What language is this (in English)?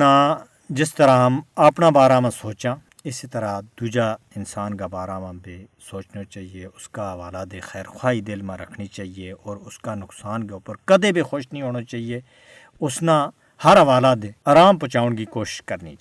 Gujari